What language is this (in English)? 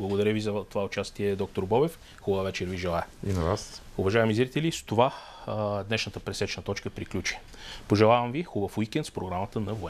Bulgarian